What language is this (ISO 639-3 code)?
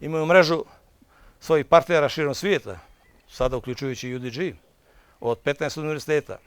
bos